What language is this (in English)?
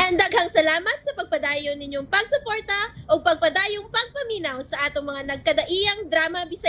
Cebuano